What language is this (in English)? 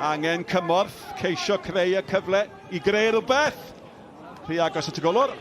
Welsh